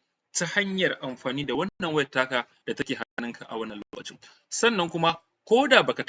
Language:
Hausa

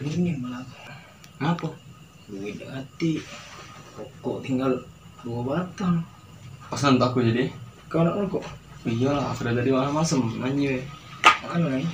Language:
Musi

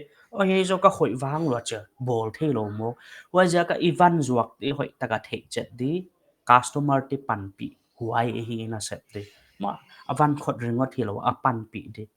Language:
Paite Chin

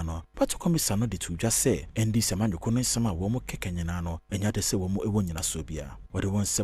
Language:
Akan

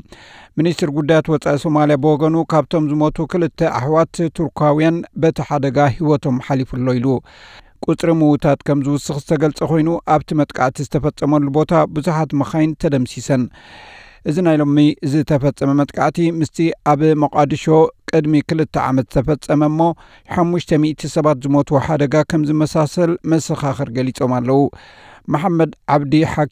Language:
Tigrinya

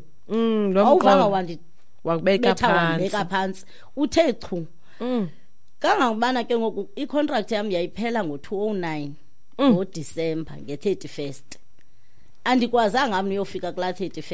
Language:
Xhosa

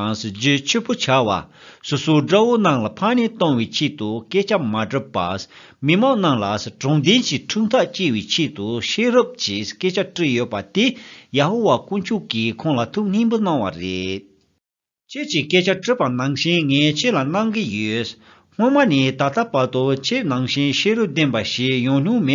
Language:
Tibetan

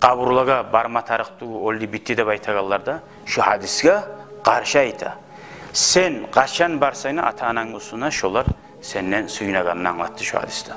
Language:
Kumyk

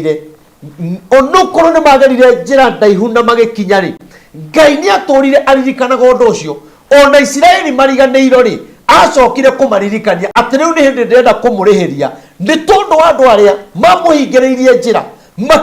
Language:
Kikuyu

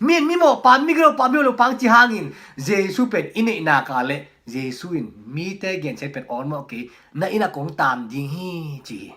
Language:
Tedim Chin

